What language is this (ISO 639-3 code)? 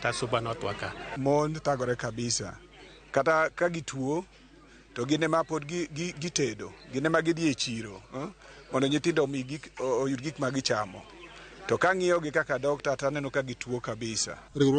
luo